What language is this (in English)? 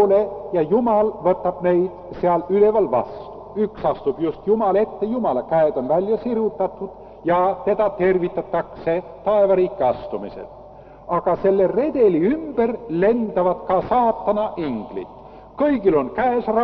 Estonian